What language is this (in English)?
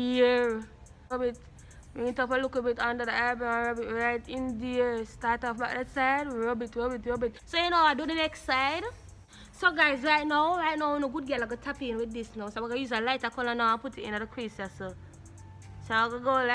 Jamaican Creole English